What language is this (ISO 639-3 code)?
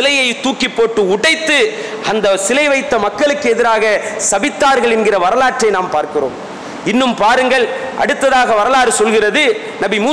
tam